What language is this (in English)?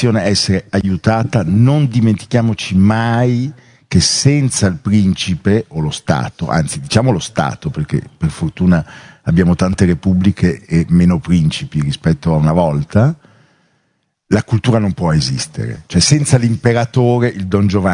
Italian